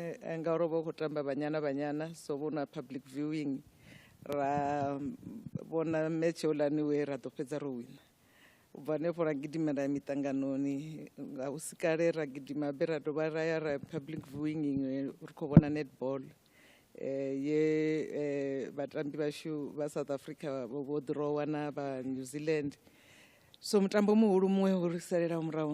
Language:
Venda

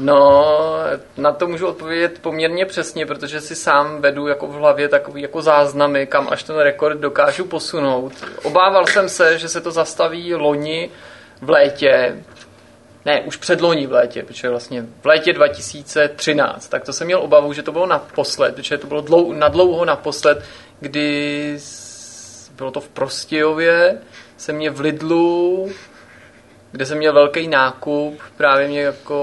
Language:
Czech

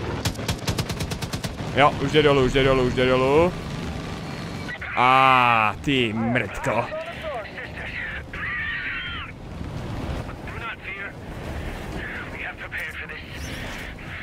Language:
Czech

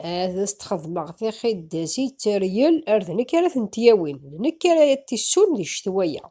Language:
Kabyle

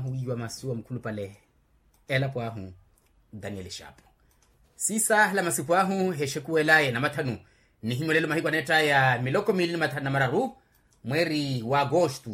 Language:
Makhuwa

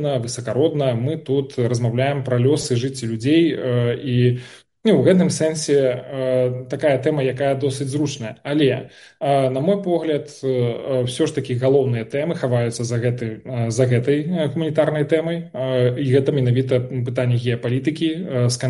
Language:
Belarusian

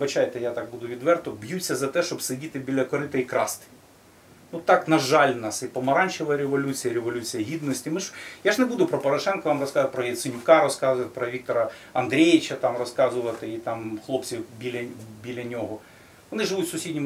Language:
Ukrainian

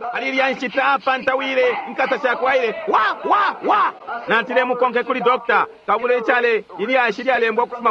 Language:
Bemba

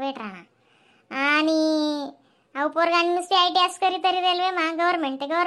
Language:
Khandesi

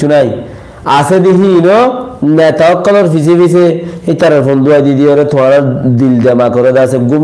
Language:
Rohingya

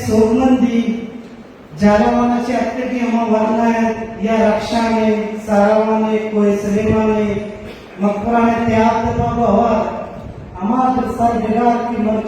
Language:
Baluchi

